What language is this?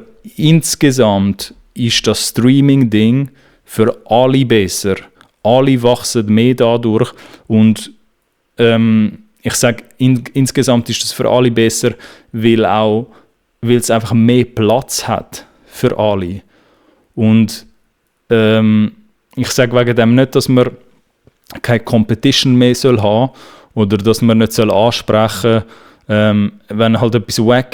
Swiss German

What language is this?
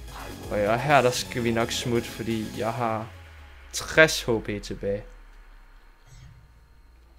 Danish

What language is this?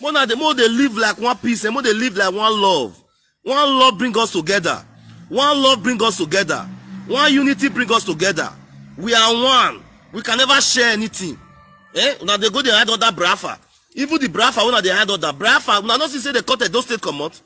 Nigerian Pidgin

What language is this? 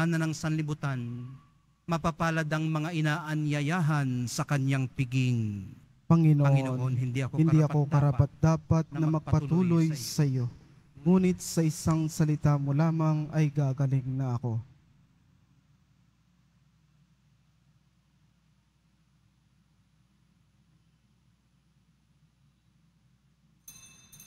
Filipino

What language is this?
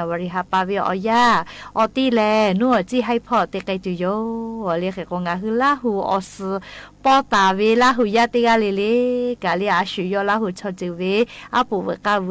Lahu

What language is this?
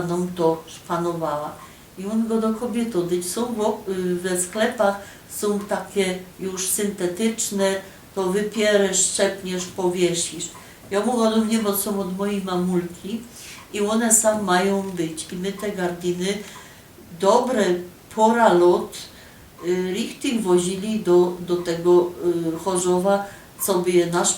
Silesian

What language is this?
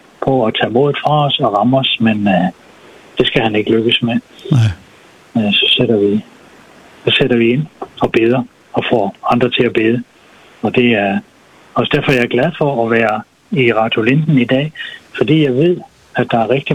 Danish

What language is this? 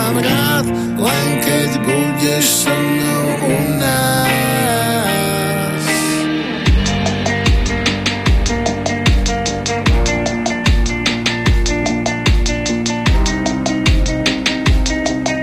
Slovak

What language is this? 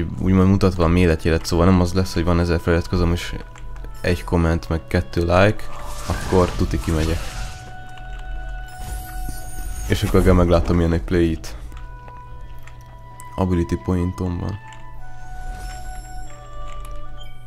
Hungarian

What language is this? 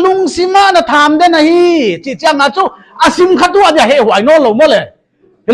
Paite Chin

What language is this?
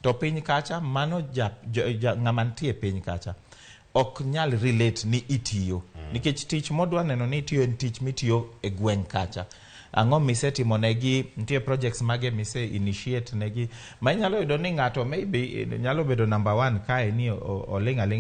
Luo (Kenya and Tanzania)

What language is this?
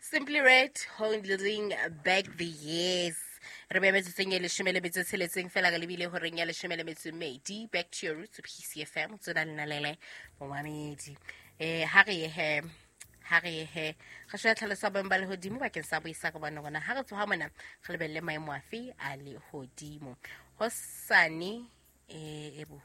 Southern Sotho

